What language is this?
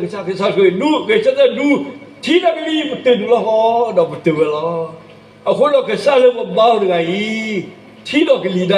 S'gaw Karen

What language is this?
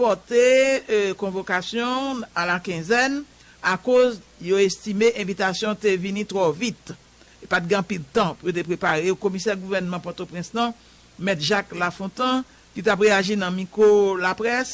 Haitian Creole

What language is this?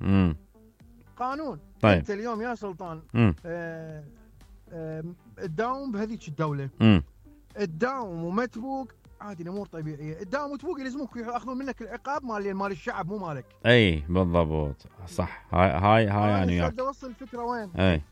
Mesopotamian Arabic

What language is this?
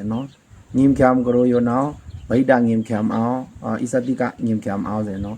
Pa'o Karen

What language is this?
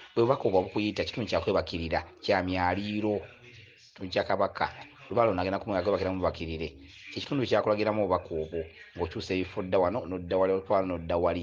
Ganda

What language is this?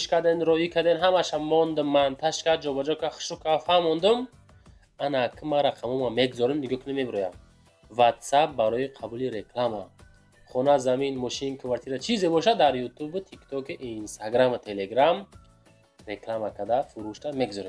Tajik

